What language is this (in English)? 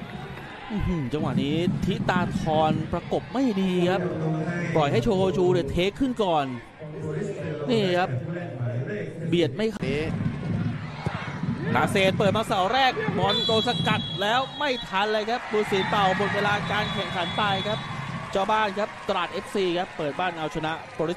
Thai